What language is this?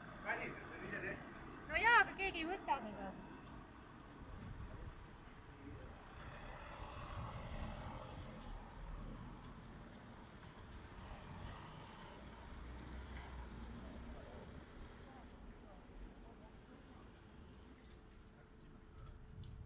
Estonian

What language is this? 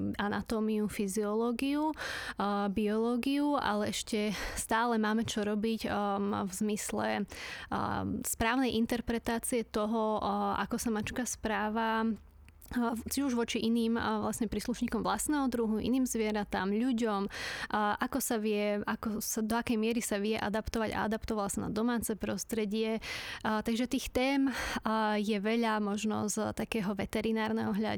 Slovak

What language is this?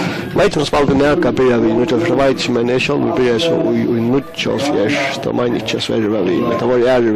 Faroese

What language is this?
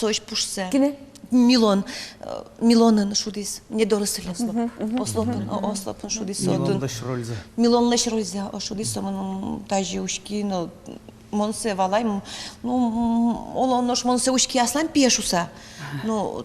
Udmurt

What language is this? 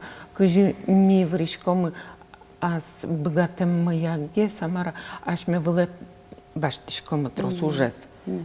Udmurt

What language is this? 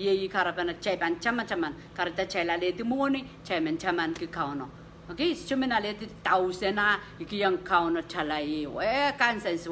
Pohnpeian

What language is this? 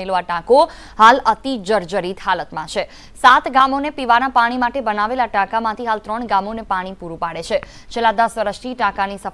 Gujarati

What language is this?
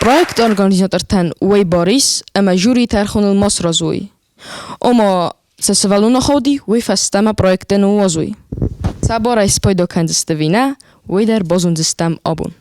Ossetic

